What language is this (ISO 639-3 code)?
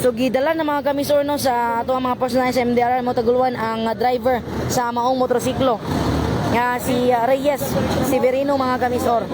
ceb